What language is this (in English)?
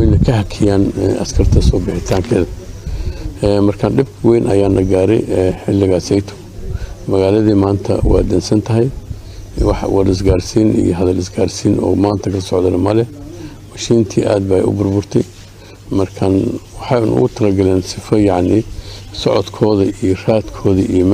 Somali